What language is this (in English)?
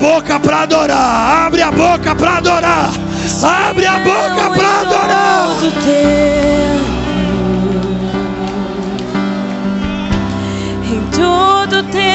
Portuguese